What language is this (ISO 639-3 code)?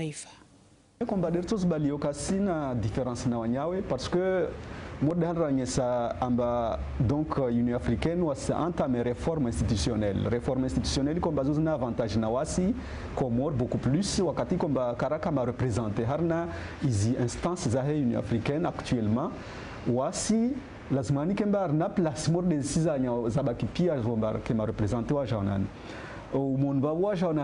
zdj